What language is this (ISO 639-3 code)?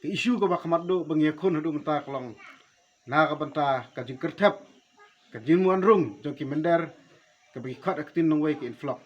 kha